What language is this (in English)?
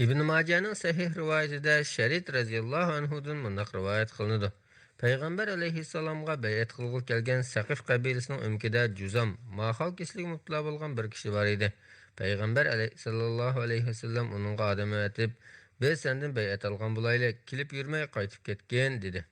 Uyghur